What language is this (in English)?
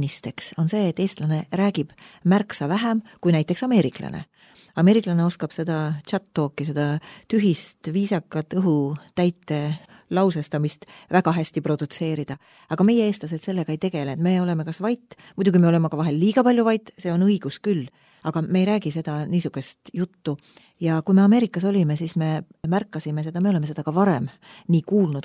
Estonian